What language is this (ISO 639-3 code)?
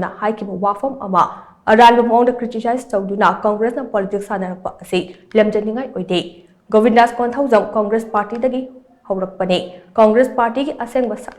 mni